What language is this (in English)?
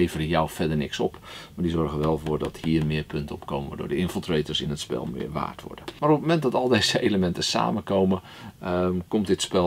Dutch